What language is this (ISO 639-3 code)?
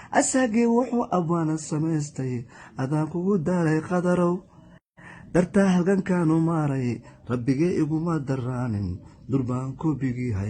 som